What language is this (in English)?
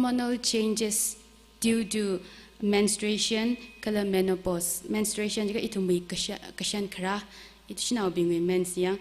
Tangkhul Naga (India)